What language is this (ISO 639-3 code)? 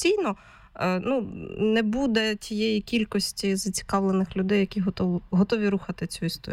ukr